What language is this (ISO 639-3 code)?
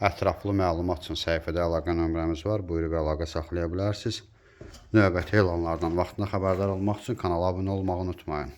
aze